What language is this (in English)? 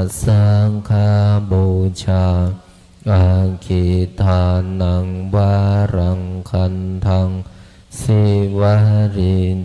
Pali